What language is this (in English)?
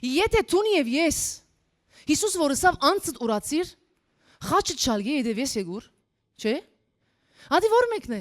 Western Armenian